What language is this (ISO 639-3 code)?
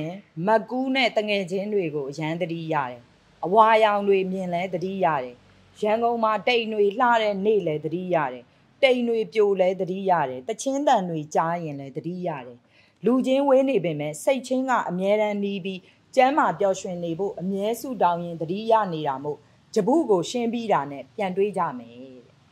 mya